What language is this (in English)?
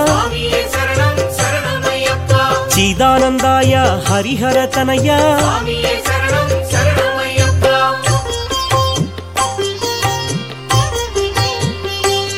Telugu